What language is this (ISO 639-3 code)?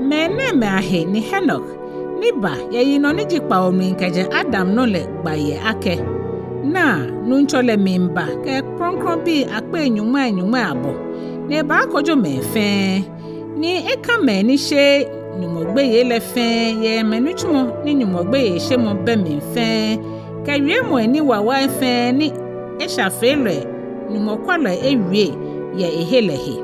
gaa